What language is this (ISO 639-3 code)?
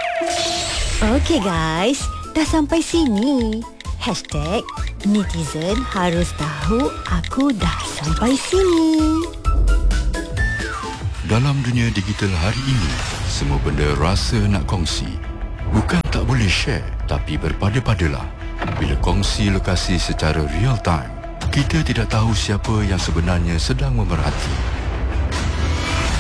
msa